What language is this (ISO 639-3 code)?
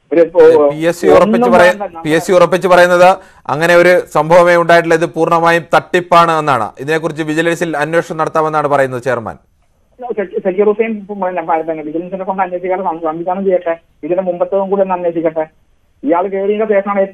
mal